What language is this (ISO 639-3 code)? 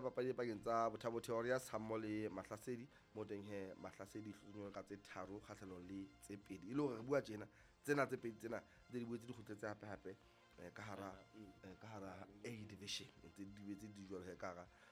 sot